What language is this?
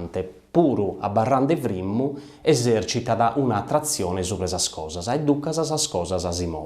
Sardinian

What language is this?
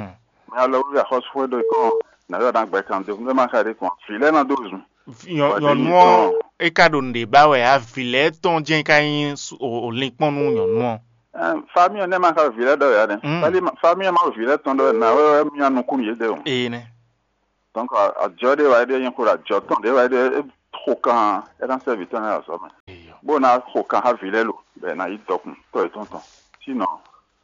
Fon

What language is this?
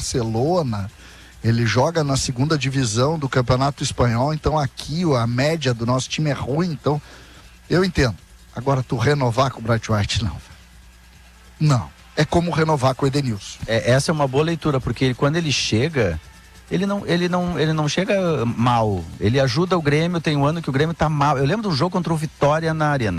Portuguese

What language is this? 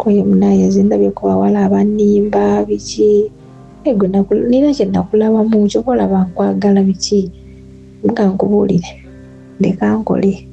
Ganda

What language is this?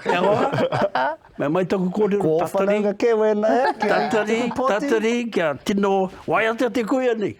Māori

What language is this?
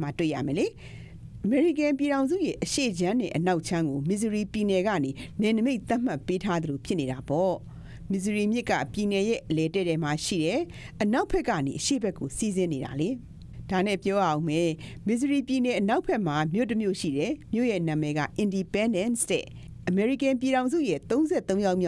Burmese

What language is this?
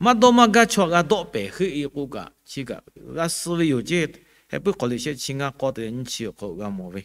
Lahu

